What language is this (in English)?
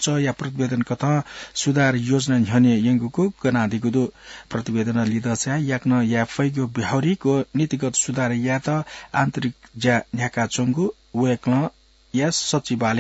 Newari